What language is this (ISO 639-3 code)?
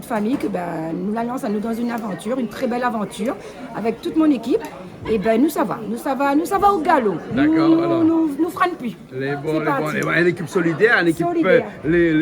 rcf